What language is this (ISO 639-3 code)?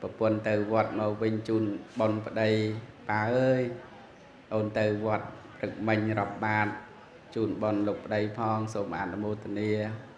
khm